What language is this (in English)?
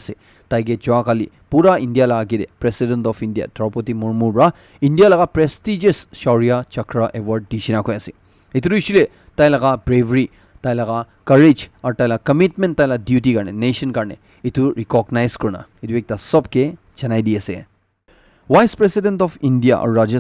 Naga Pidgin